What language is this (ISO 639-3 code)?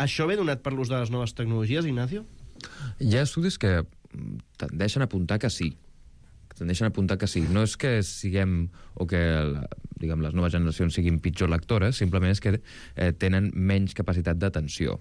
cat